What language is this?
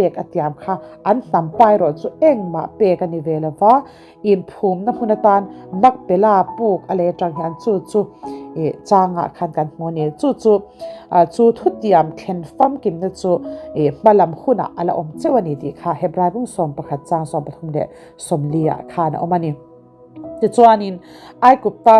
Mizo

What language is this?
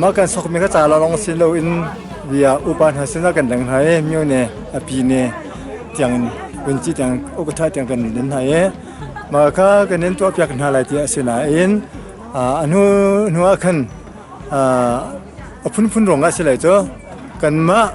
Hakha Chin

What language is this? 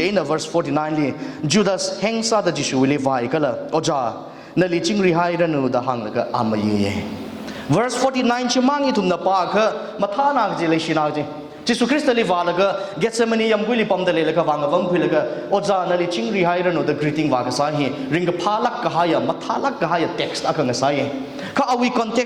Tangkhul Naga (India)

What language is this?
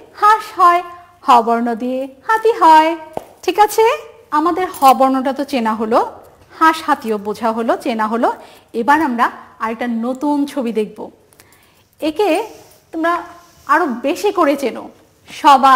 Bangla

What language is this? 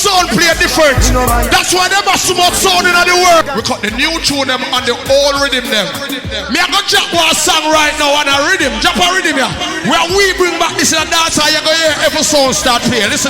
Jamaican Creole English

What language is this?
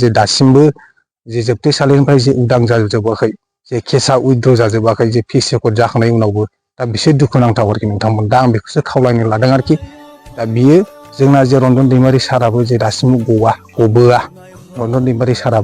Bodo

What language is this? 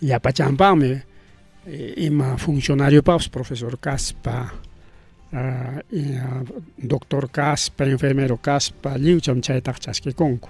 Ayacucho Quechua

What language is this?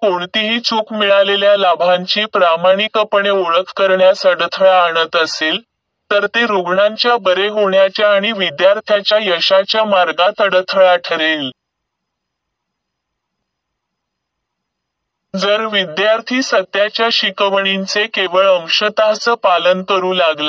Marathi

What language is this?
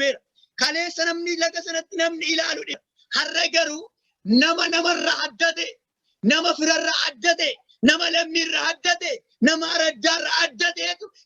Oromo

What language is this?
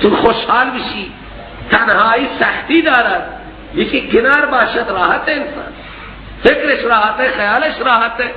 Persian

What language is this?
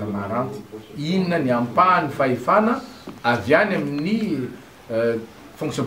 Malagasy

